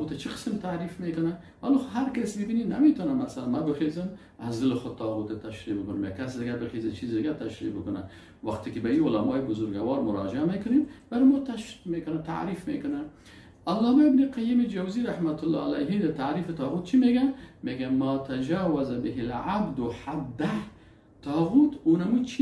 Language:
Persian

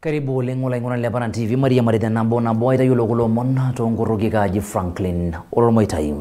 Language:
Masai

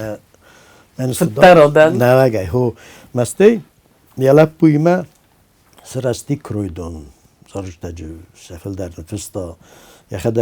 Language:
Ossetic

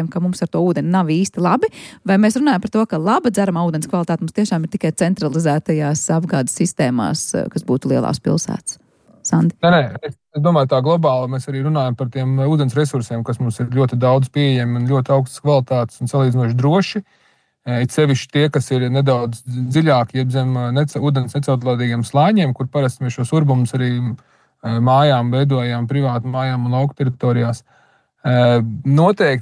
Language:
Latvian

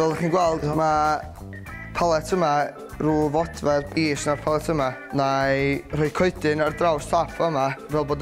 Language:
Welsh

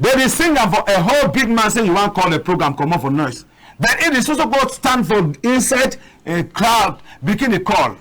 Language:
Cameroon Pidgin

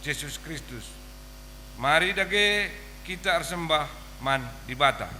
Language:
Batak Karo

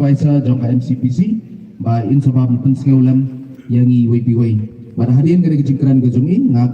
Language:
Khasi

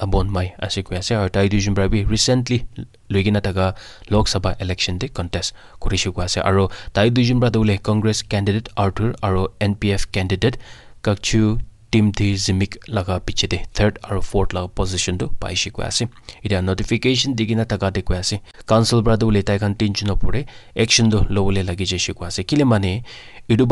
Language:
Naga Pidgin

